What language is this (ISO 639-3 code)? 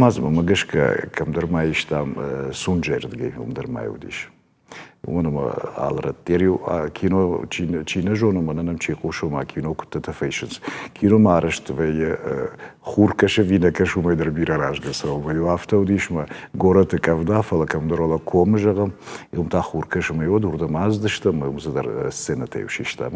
oss